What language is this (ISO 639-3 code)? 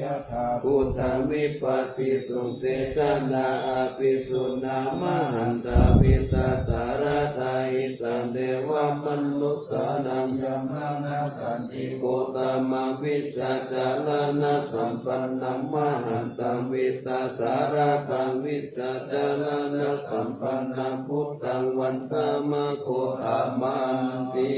pli